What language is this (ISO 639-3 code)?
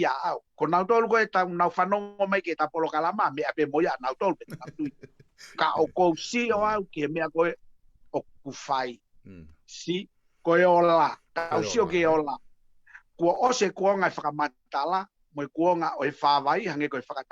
ton